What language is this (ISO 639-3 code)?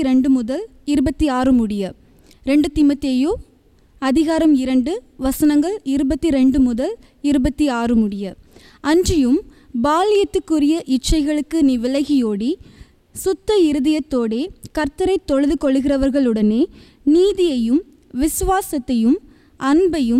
tam